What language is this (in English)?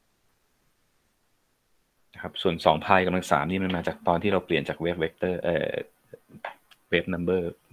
Thai